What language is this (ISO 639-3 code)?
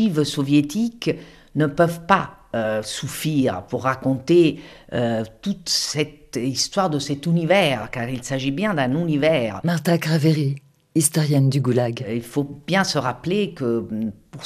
fra